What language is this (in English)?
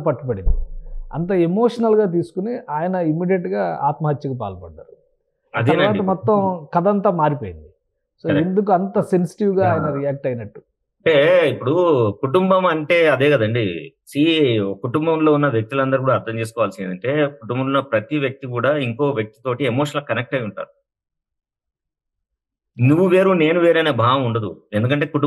Telugu